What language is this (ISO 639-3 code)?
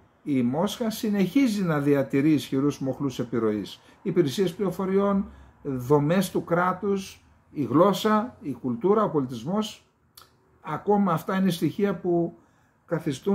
ell